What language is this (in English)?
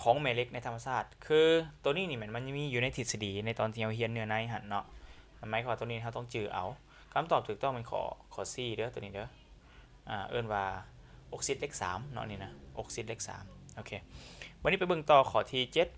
Lao